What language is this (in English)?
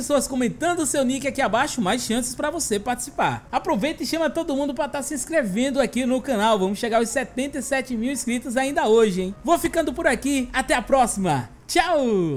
Portuguese